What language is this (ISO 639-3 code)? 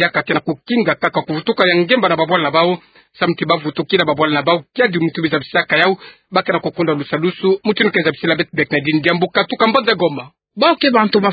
ktu